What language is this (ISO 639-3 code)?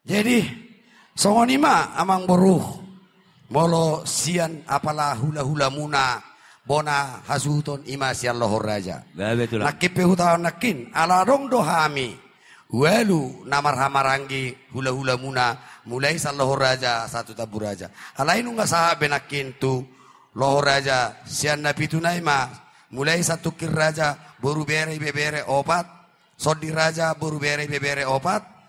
bbc